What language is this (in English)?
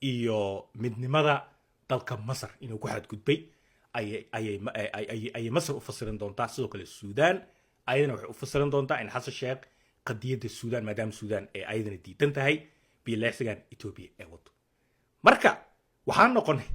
Somali